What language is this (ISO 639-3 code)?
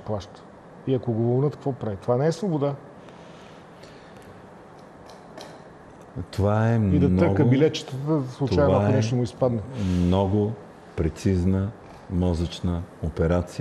bul